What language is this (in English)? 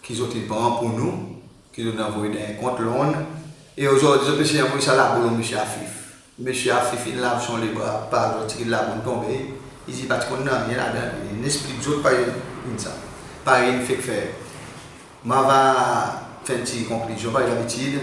Seselwa Creole French